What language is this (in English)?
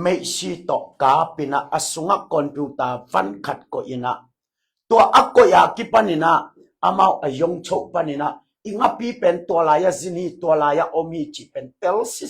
Tedim Chin